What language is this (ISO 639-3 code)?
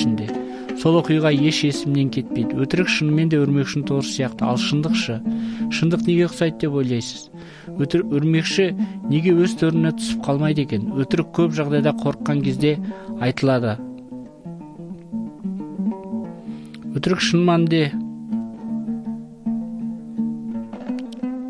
kaz